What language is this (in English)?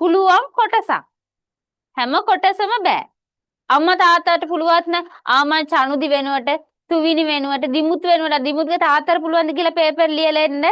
Sinhala